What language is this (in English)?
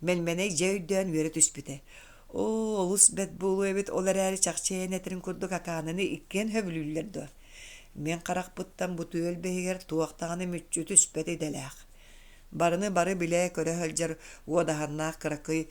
Yakut